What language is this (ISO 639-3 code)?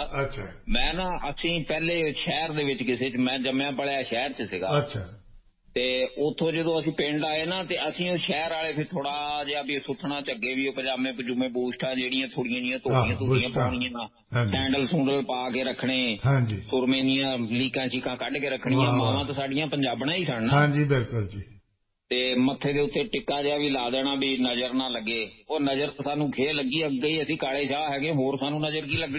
pan